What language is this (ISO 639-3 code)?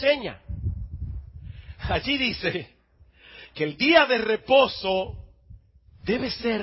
spa